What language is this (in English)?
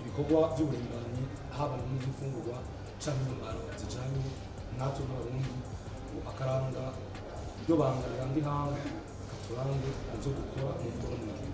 Rundi